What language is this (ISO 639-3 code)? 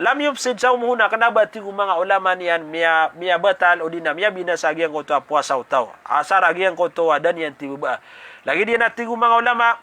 mrw